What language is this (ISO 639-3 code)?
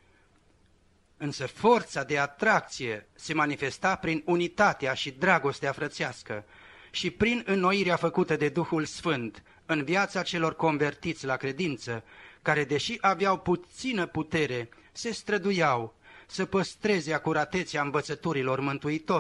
ron